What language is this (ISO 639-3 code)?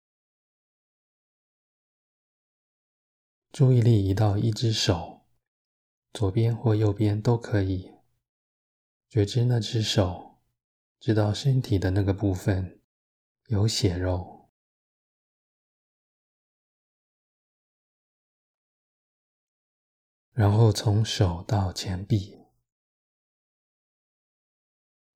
zho